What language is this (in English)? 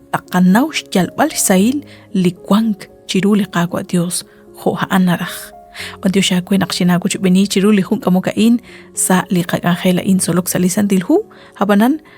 Kekchí